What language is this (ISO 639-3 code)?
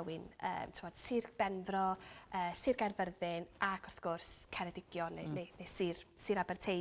cym